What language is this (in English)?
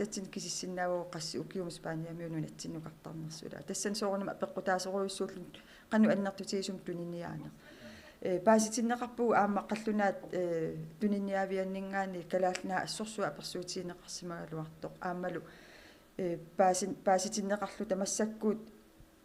Kalaallisut